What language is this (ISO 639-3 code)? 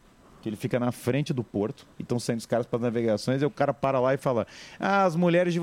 por